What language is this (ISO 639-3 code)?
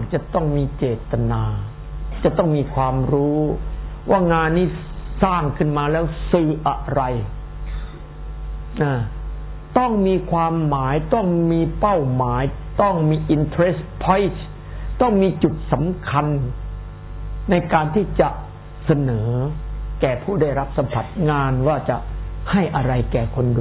tha